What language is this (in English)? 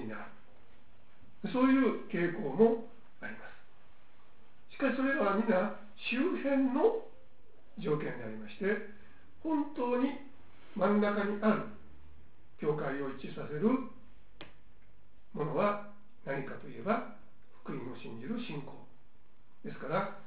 Japanese